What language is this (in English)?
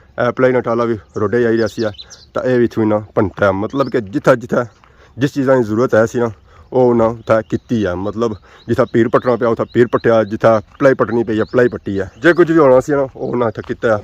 Pahari-Potwari